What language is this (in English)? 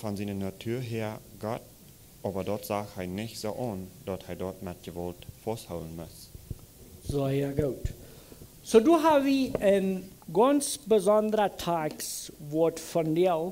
Plautdietsch